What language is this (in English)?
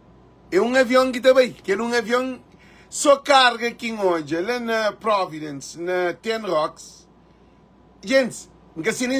Kabuverdianu